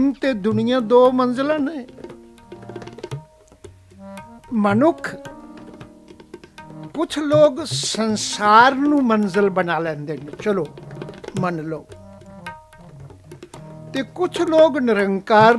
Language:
Punjabi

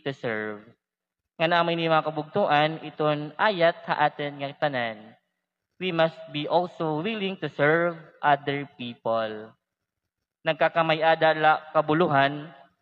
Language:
Waray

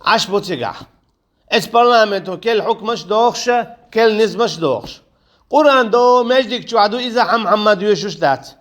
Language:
Chechen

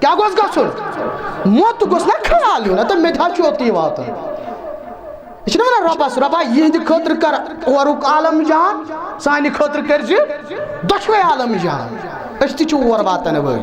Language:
Kashmiri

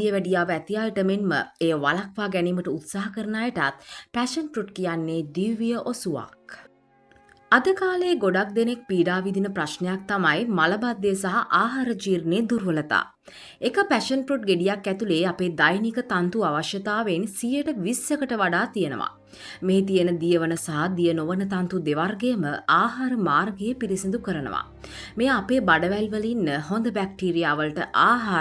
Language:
Sinhala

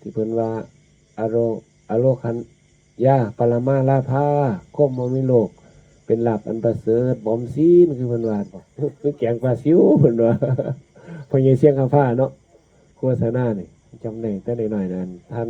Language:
Northeastern Thai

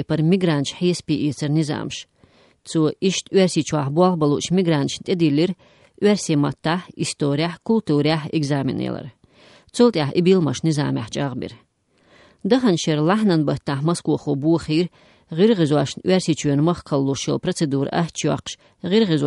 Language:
Chechen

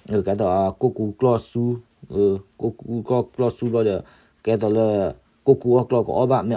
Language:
S'gaw Karen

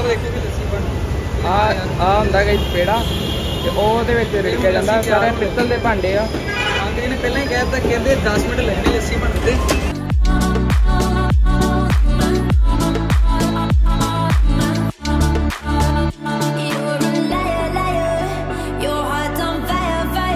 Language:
Punjabi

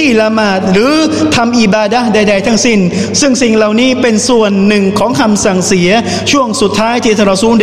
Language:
Thai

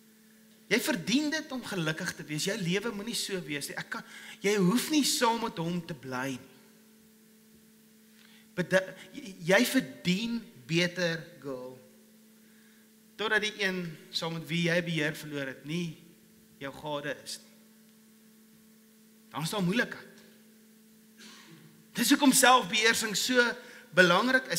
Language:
Afrikaans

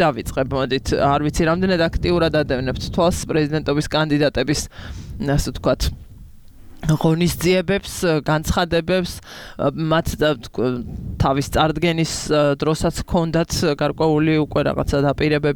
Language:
Georgian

